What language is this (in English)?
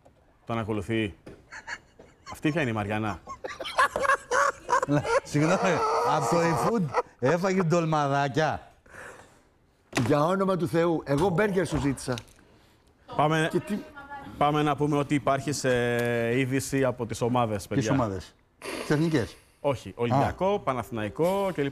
Greek